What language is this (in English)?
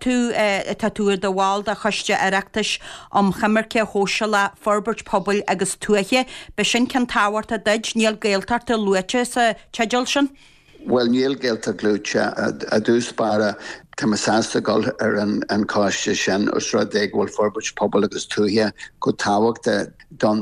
Irish